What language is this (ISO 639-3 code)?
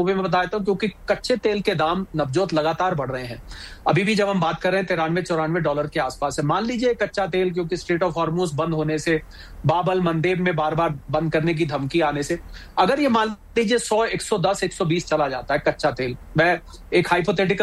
hin